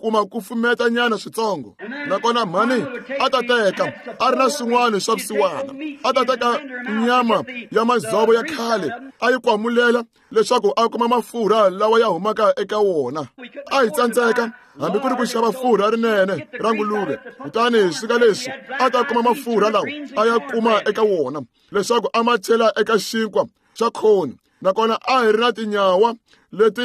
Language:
Tsonga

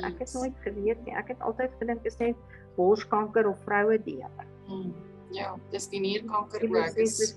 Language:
Afrikaans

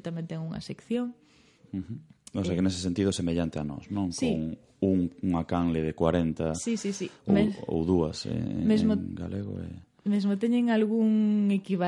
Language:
Galician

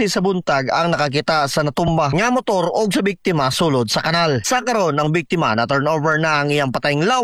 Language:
Cebuano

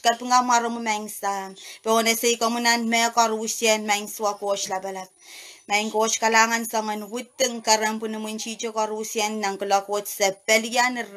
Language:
Pohnpeian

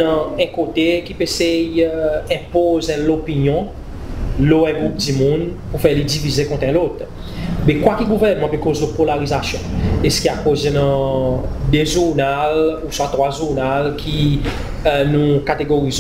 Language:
Seselwa Creole French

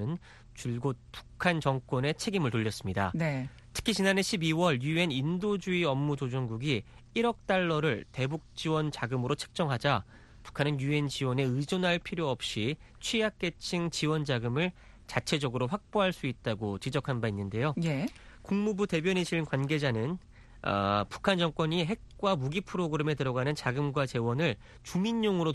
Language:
Korean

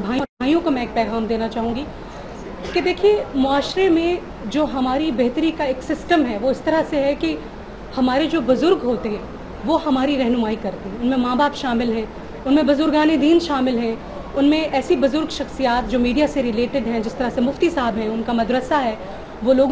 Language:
Urdu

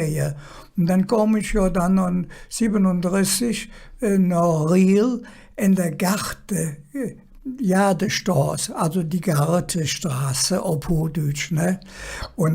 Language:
Colognian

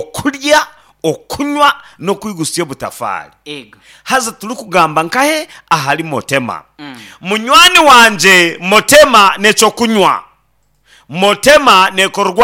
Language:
Nyankole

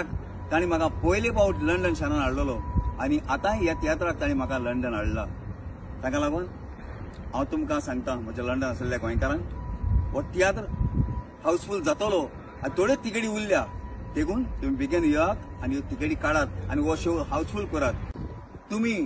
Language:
Konkani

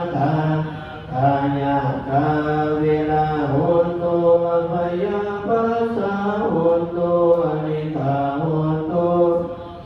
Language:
Pali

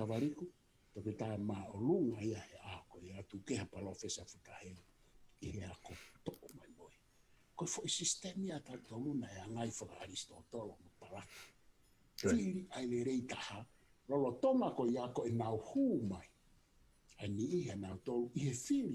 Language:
Tongan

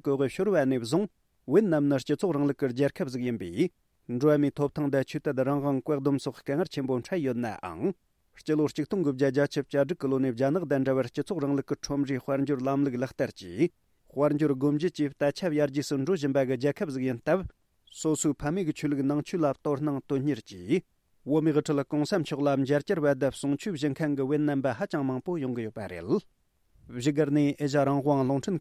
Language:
Tibetan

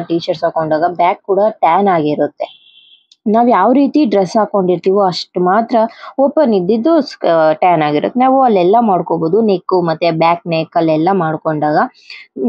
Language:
Kannada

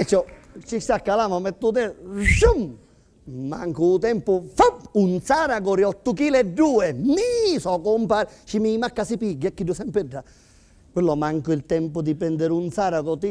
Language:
Sicilian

